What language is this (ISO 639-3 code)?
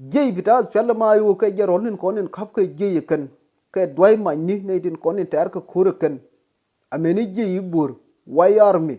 nus